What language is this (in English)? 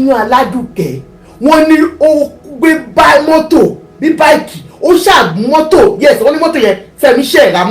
Yoruba